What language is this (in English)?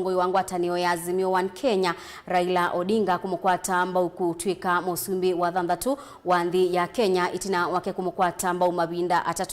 Kamba